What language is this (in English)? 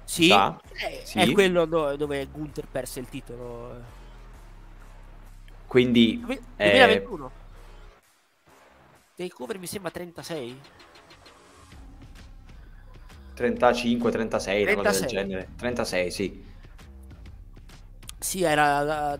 Italian